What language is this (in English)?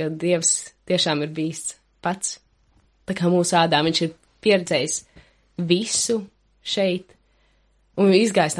Latvian